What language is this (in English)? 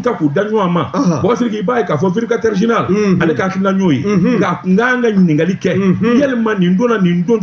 Bambara